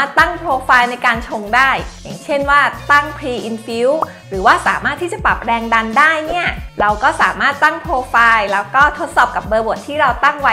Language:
Thai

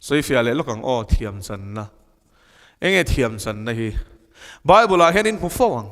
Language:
Mizo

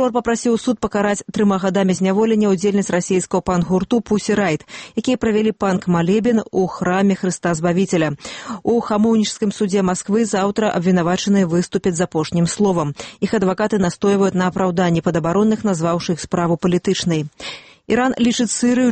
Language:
Belarusian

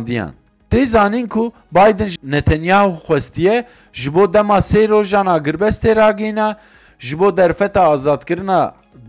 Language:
Kurdish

